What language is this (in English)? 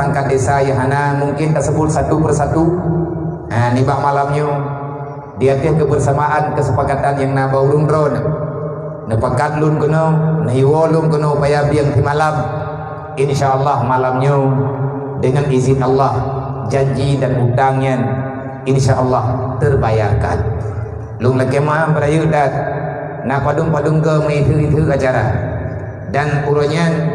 Achinese